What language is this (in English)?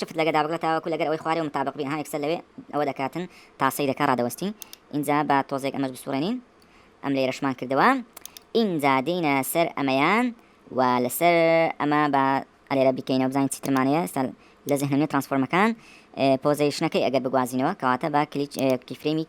Central Kurdish